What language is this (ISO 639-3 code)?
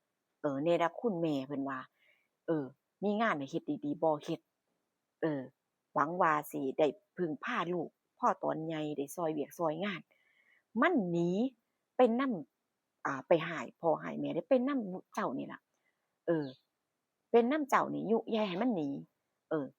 tts